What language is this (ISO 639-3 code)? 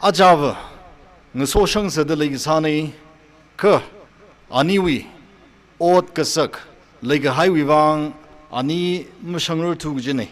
nmf